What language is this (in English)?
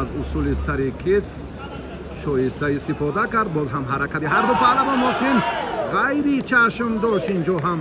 Tajik